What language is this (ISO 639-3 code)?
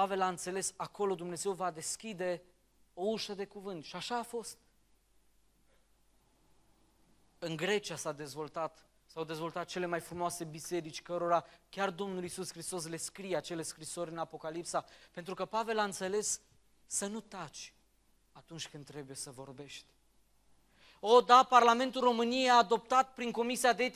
ron